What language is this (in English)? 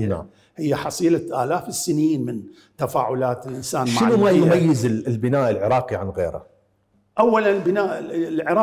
Mesopotamian Arabic